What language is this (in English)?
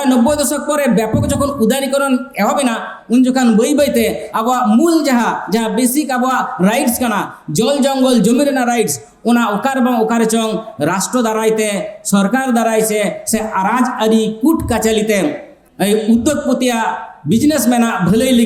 Santali